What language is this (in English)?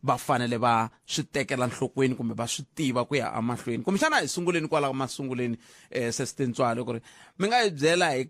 Tsonga